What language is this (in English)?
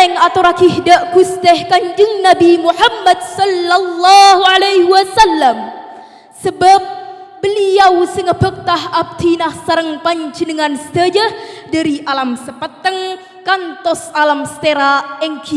Madurese